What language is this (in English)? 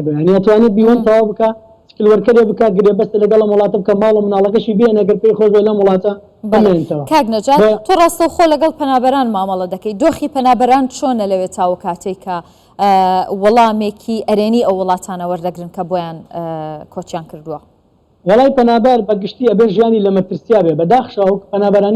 Central Kurdish